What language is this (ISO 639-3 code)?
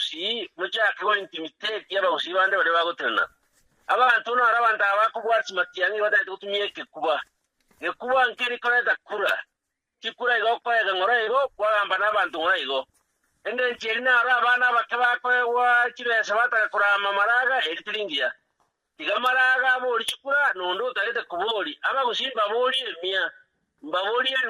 guz